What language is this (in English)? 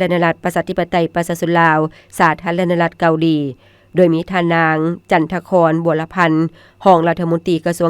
Lao